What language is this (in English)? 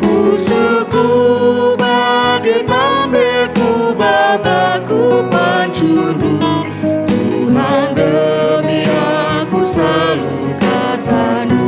Batak Karo